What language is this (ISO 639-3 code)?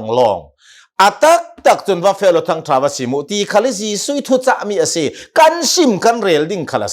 cnh